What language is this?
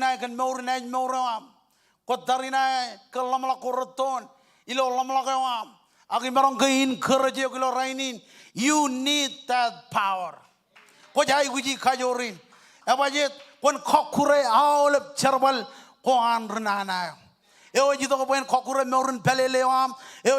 Marshallese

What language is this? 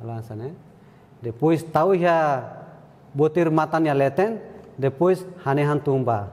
Tetum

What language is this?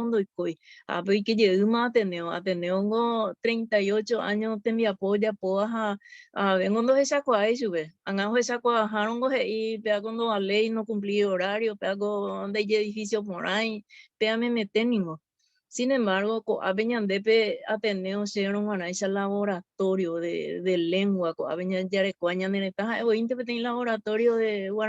Guarani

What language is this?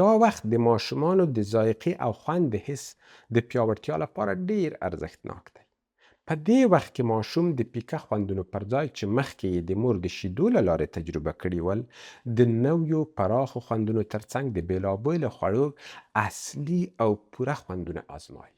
Pashto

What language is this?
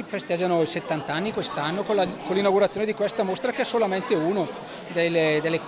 Italian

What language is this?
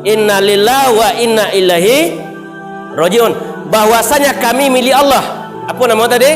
Minangkabau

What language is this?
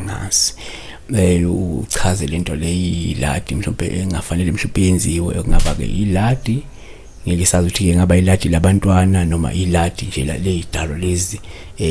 Zulu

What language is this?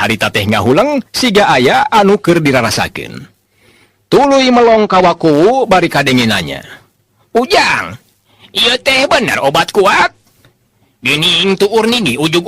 Sundanese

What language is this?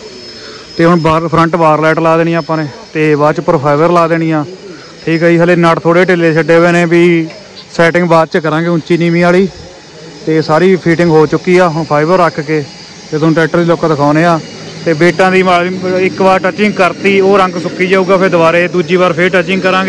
Punjabi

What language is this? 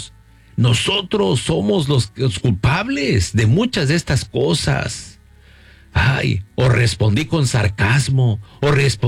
Spanish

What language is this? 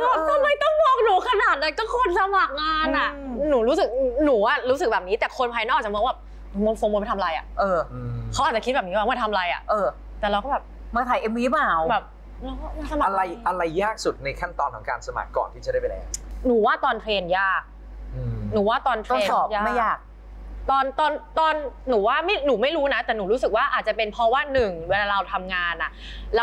Thai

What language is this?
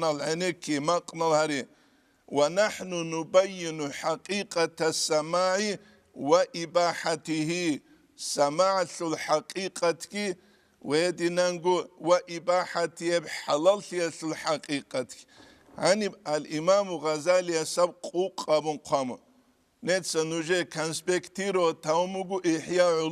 Avaric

